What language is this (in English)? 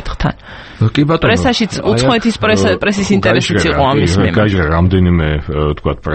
Georgian